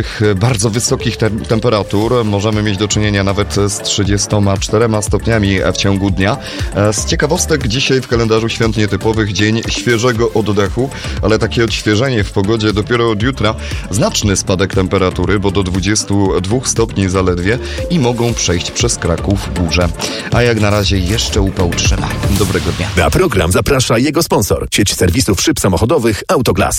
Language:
Polish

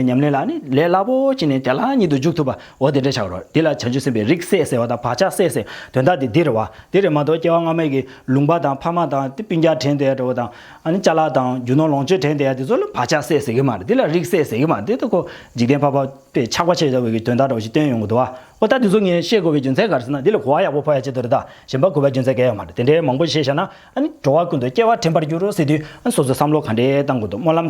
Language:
Tibetan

